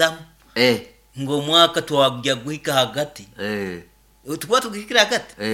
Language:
Nyoro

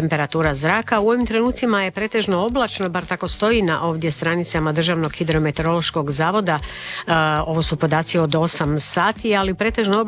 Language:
Croatian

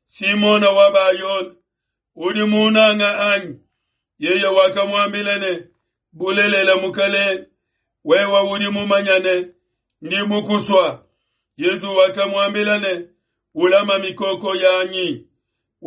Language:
Luba-Lulua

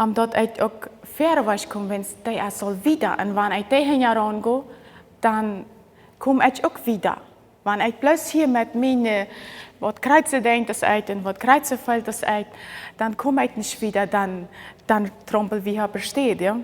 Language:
Plautdietsch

